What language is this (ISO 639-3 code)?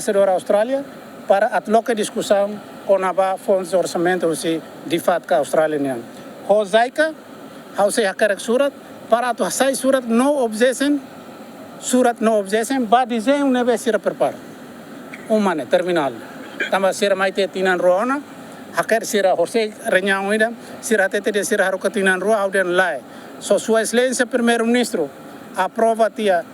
tet